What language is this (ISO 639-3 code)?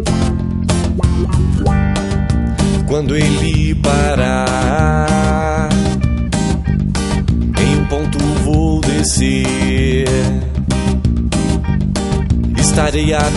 por